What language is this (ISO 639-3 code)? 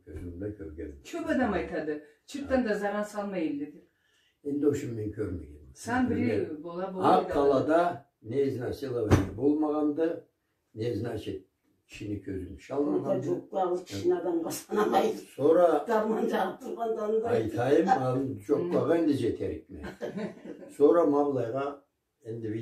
krc